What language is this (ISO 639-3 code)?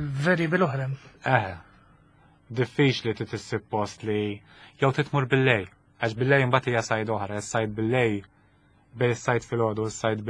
mlt